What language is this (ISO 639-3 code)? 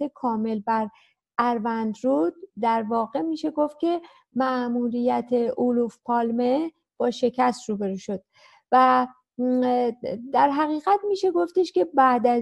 fas